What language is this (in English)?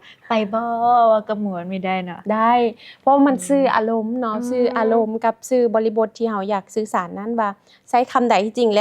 Lao